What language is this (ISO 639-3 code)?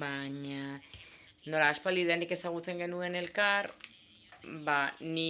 eus